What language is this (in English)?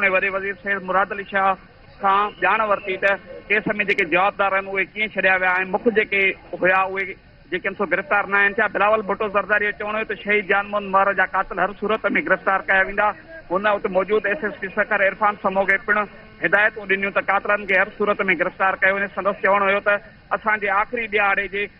Sindhi